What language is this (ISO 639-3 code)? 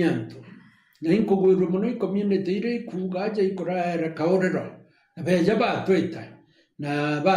mer